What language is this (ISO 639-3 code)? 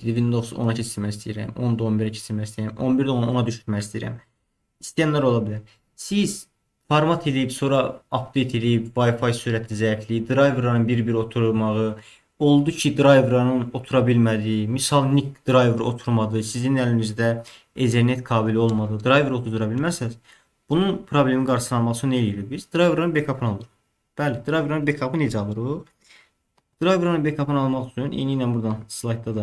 aze